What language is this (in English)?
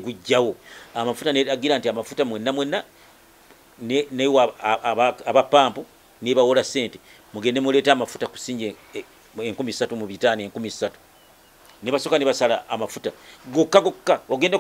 Ganda